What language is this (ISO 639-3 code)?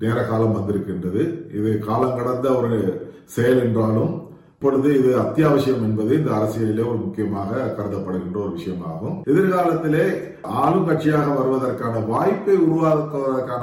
tam